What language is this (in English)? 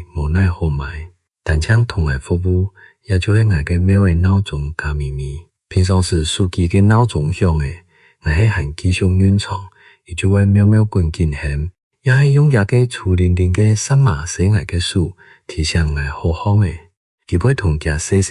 Hakka Chinese